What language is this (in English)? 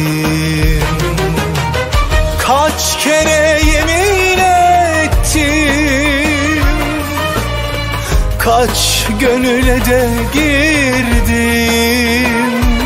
Turkish